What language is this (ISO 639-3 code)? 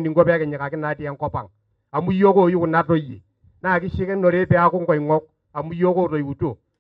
mas